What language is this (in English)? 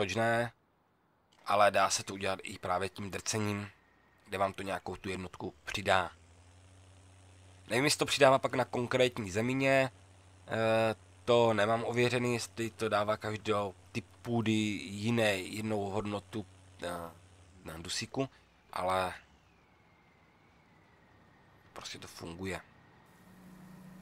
Czech